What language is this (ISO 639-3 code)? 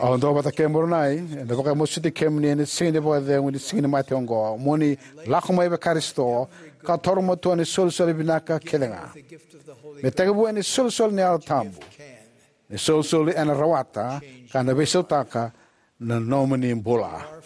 fij